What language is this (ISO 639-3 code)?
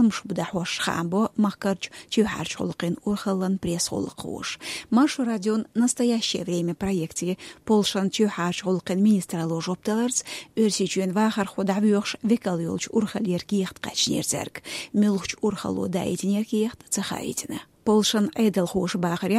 che